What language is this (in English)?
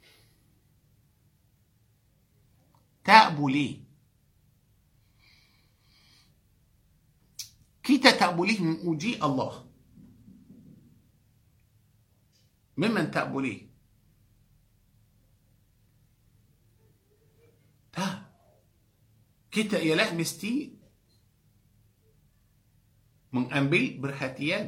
Malay